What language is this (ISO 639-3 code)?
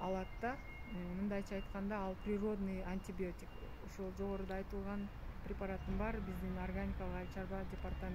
kir